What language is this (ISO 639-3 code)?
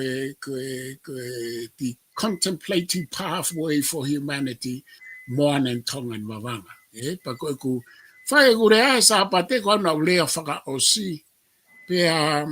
ton